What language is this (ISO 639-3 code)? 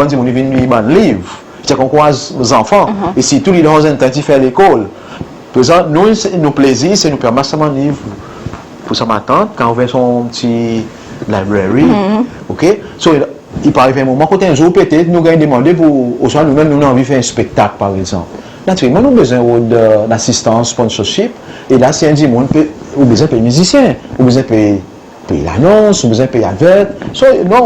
crs